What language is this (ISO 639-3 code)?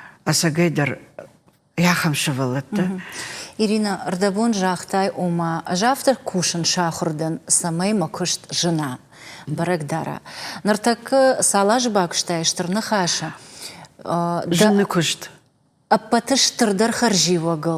oss